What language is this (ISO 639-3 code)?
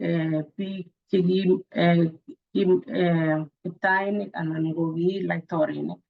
kln